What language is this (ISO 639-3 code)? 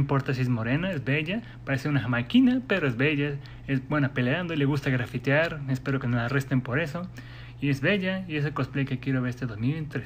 spa